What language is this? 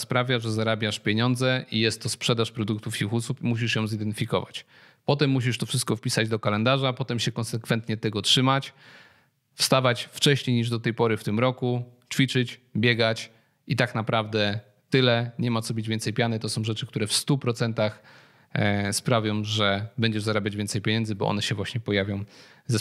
Polish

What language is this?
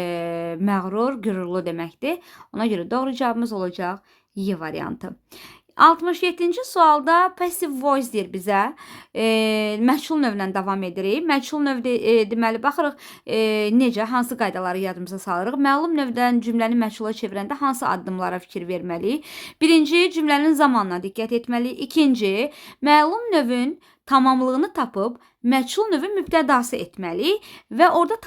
Azerbaijani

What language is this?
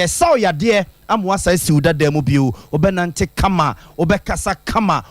Akan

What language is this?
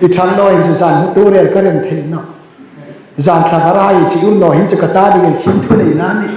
Hmar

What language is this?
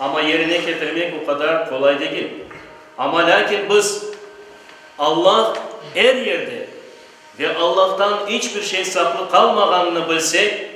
Crimean Tatar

